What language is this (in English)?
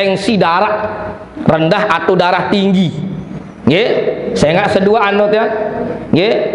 Sasak